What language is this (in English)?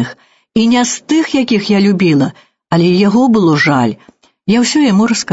Belarusian